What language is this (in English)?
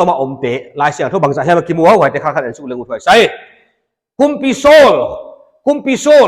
Paite Chin